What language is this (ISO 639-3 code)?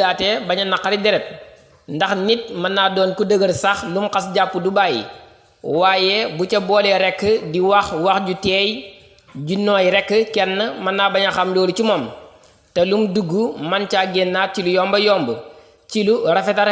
wol